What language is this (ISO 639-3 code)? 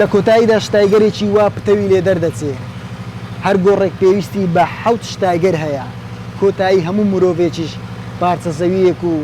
ckb